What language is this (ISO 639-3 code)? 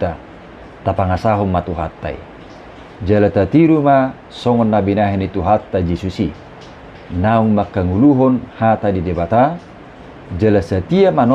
bbc